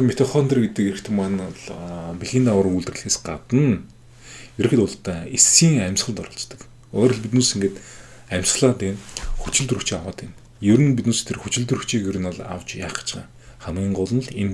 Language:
Mongolian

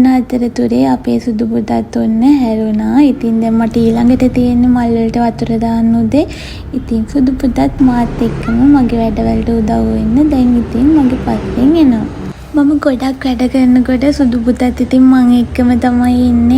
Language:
Sinhala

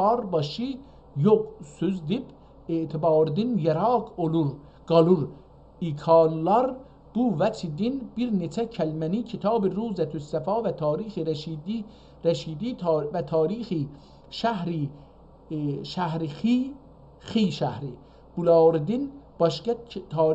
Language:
South Azerbaijani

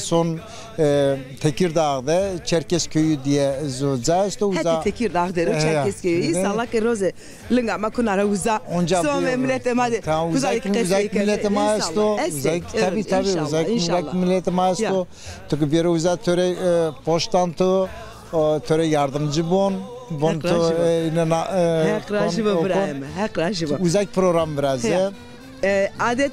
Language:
Zaza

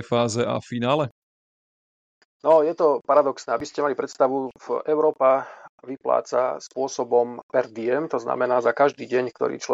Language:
Slovak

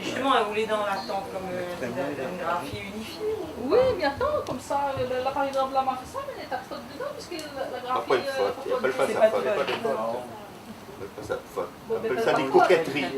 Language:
Réunion Creole French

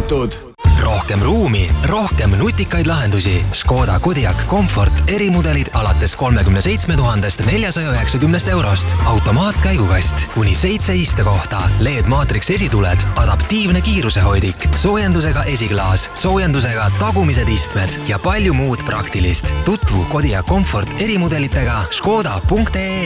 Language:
Estonian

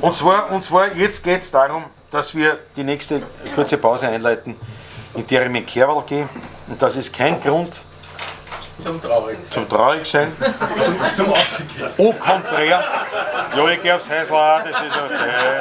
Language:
Bavarian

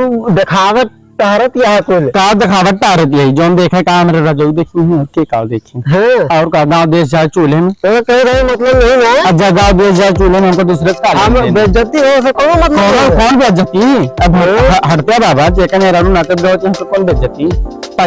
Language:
Awadhi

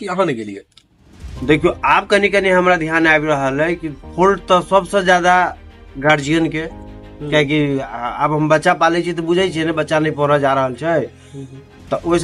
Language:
Maithili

